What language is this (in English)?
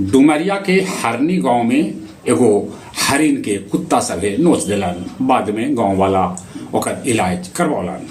Magahi